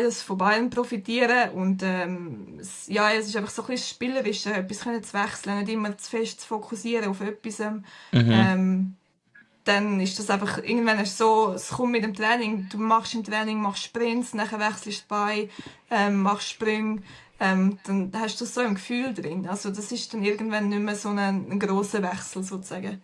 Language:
Swiss German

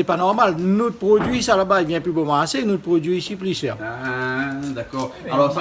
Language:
Réunion Creole French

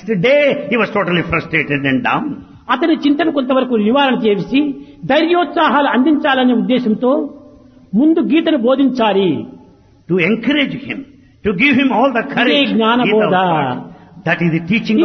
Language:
Telugu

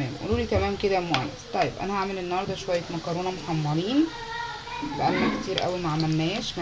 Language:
Egyptian Arabic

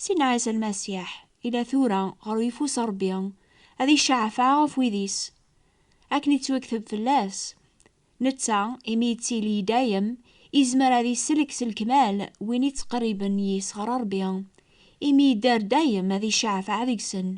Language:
Kabyle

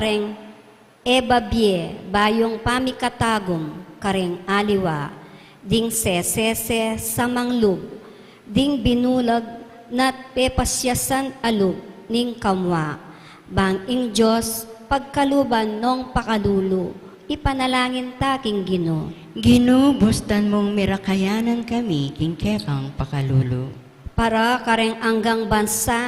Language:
Pampanga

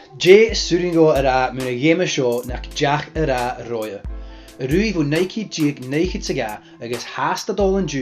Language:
Scottish Gaelic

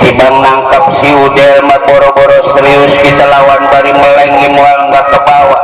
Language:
Betawi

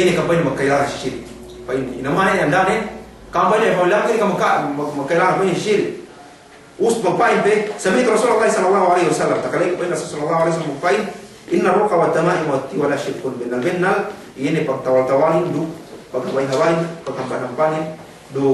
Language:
Yakan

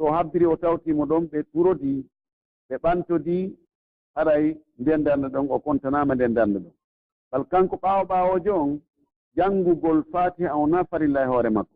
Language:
Pular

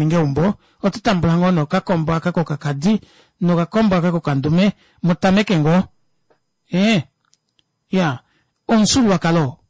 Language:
Kuanyama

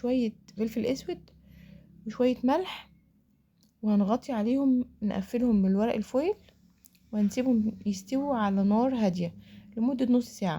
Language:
Egyptian Arabic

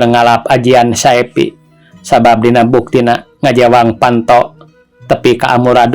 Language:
Sundanese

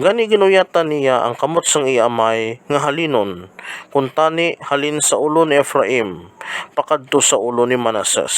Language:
Hiligaynon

